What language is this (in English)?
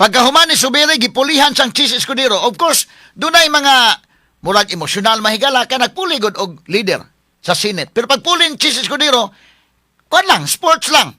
Cebuano